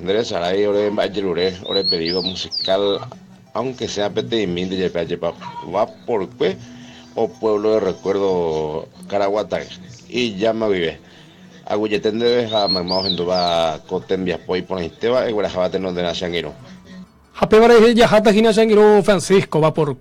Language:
Guarani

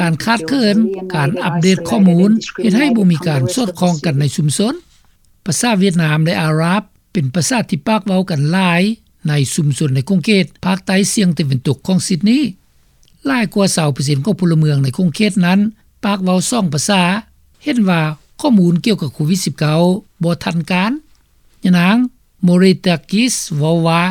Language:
Lao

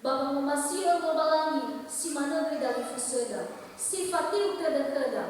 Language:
Nias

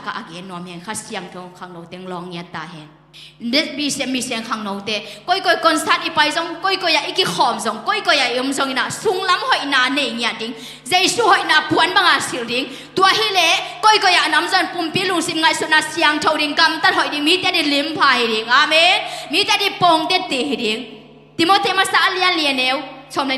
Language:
Tedim Chin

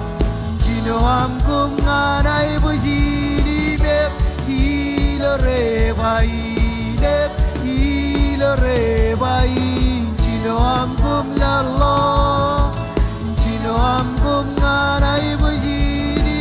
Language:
Marshallese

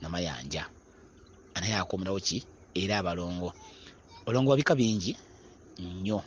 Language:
Ganda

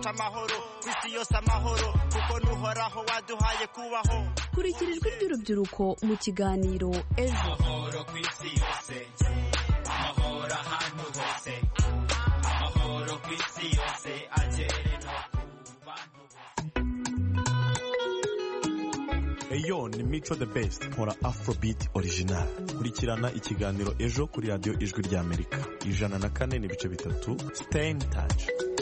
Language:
Kinyarwanda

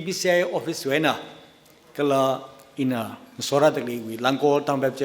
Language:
Tangkhul Naga (India)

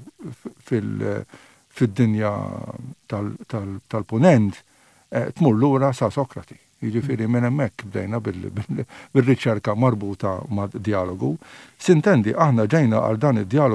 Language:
Maltese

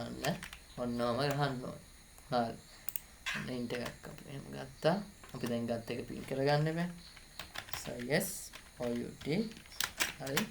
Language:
Sinhala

